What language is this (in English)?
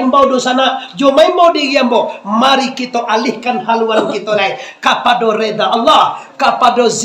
Minangkabau